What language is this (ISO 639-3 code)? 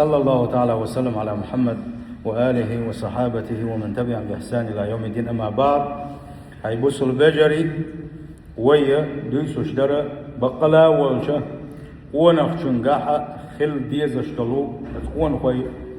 che